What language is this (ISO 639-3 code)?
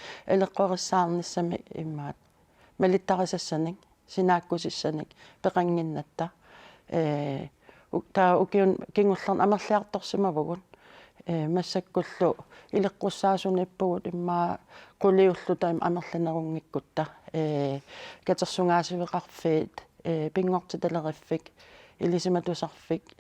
kal